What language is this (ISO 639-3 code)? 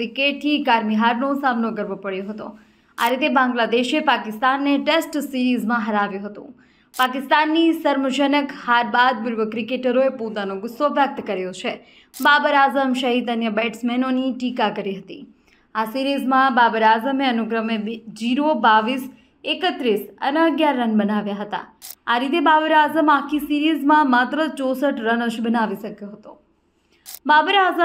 guj